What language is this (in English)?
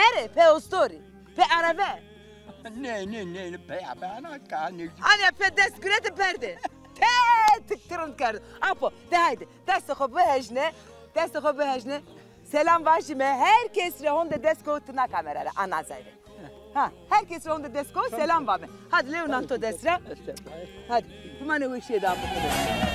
Zaza